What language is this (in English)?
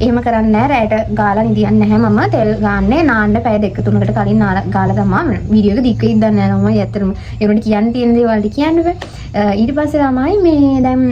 Sinhala